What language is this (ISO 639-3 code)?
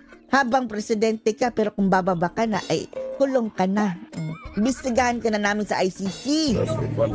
fil